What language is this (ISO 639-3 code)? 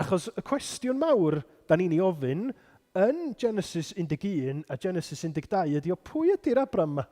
cym